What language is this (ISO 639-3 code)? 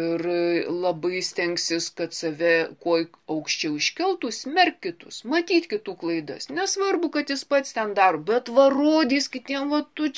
lit